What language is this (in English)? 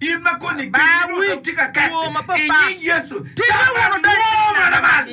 Acoli